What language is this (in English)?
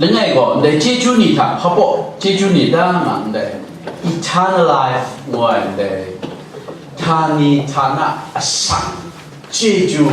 Kachin